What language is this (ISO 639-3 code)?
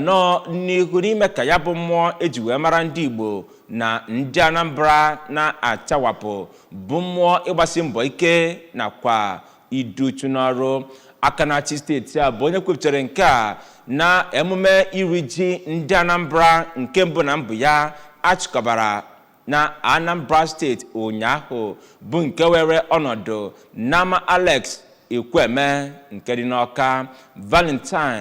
ibo